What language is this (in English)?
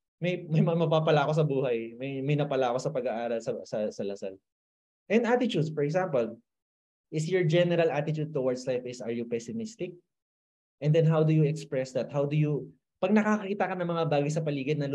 Filipino